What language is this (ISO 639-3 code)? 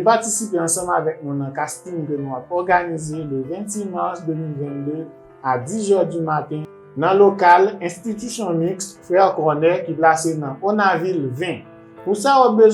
hat